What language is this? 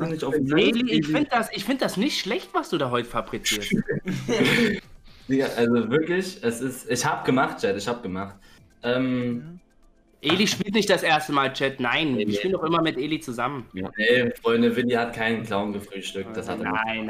German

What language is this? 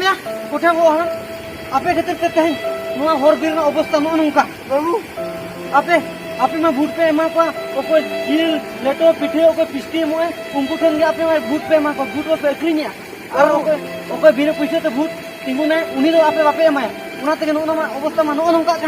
Santali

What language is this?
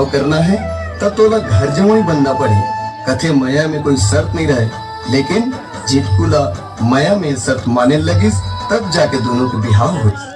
Chhattisgarhi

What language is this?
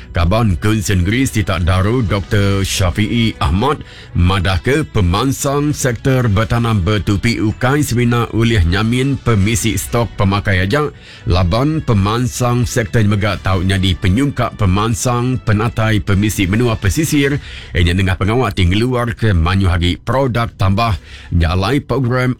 Iban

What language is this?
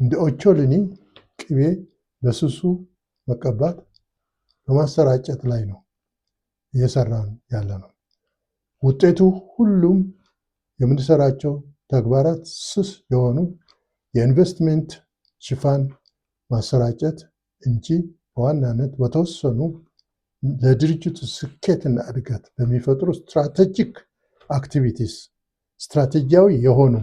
Amharic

